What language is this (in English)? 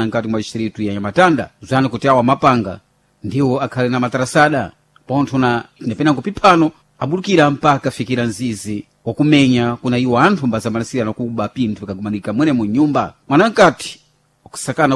Sena